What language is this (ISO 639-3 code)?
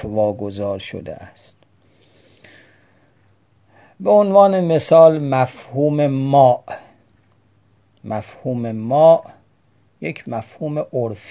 fas